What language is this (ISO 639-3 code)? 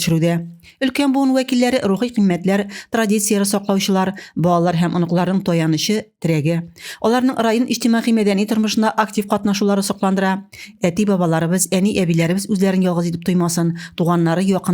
tat